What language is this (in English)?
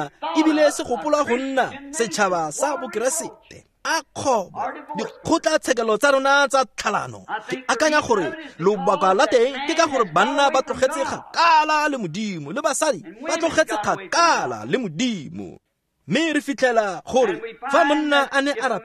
Tswana